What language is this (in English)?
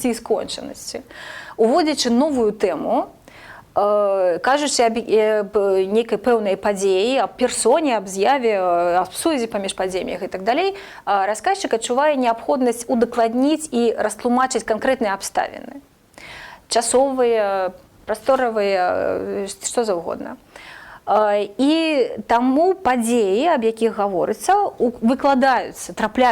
Belarusian